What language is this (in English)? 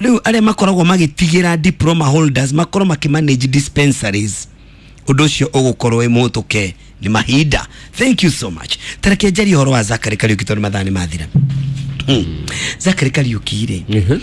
Kikuyu